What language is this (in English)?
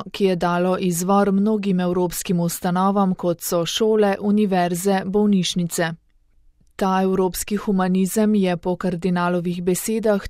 Slovenian